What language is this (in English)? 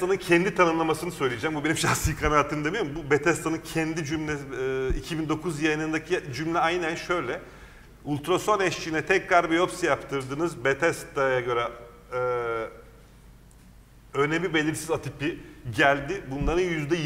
Turkish